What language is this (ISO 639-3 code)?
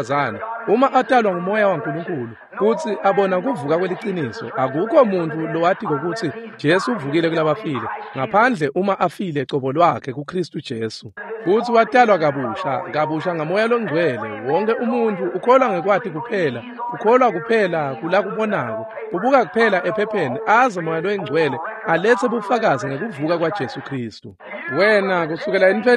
ssw